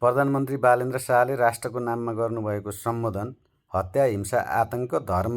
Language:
Nepali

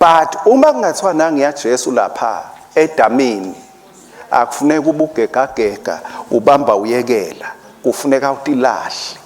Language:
Swati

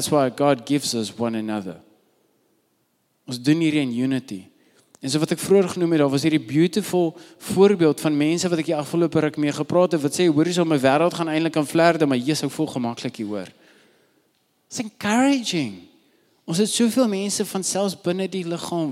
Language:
Afrikaans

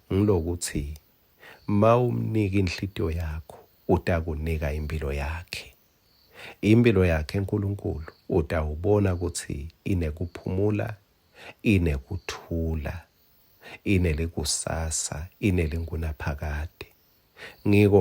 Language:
Swati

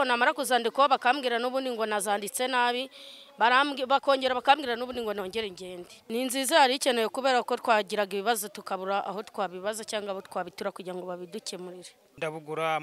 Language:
Kinyarwanda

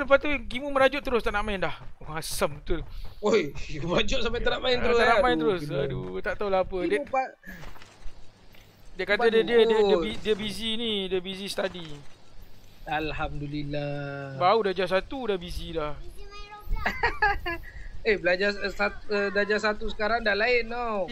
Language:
Malay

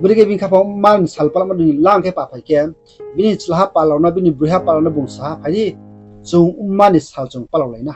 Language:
Riang (India)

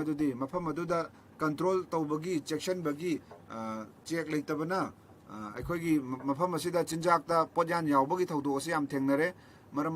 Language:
Manipuri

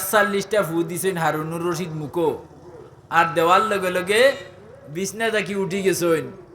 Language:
Sylheti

